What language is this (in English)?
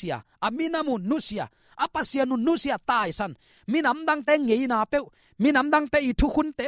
Tedim Chin